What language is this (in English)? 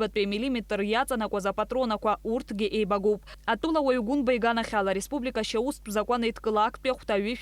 Abkhazian